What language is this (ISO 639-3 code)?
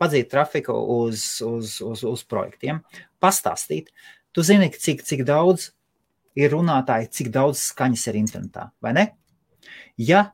lav